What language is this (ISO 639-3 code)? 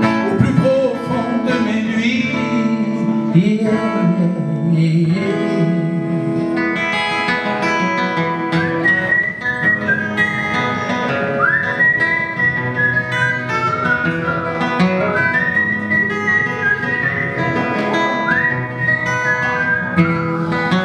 fra